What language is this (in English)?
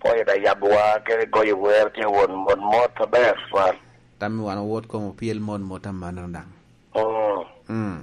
Lango (Uganda)